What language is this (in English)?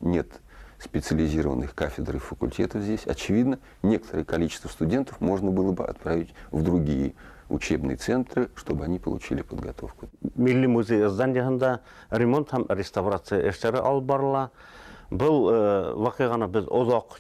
Bashkir